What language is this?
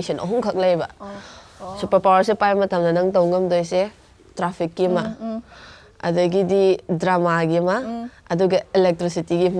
Manipuri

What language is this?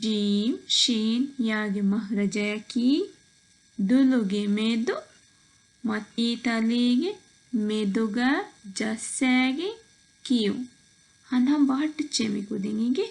Divehi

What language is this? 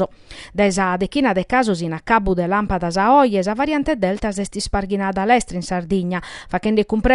Sardinian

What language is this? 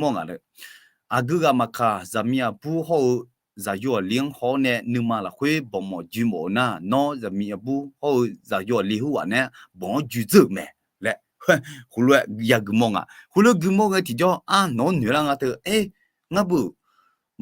Akha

